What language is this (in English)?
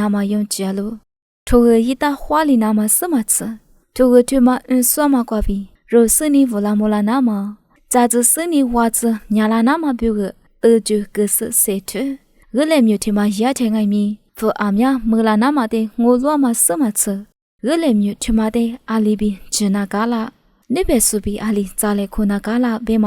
Lisu